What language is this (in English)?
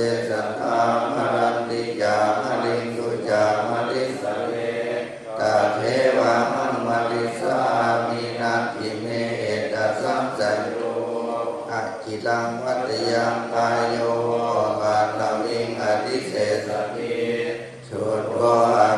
Pali